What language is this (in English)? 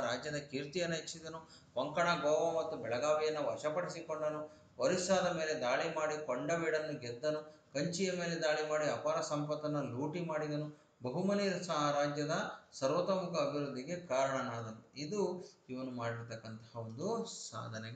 Kannada